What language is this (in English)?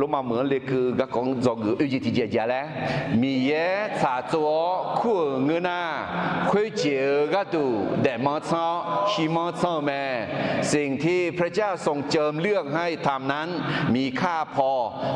Akha